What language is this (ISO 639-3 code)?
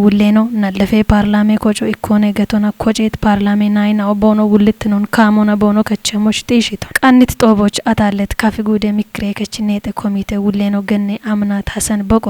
kbr